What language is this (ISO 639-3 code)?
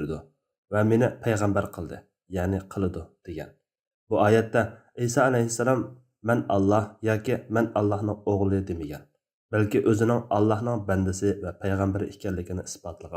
uig